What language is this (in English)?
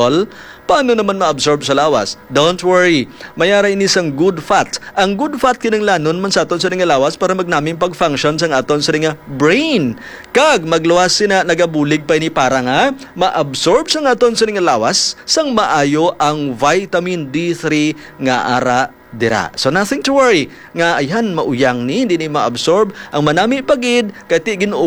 Hiligaynon